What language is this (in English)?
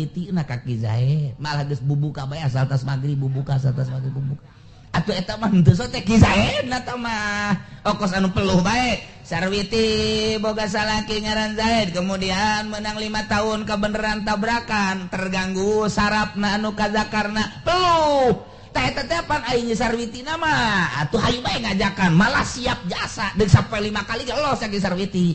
Sundanese